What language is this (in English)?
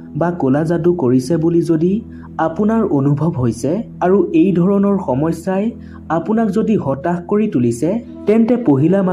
Assamese